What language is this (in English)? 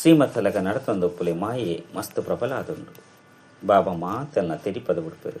Tulu